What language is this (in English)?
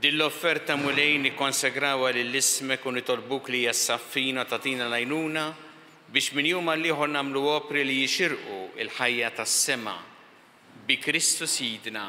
Maltese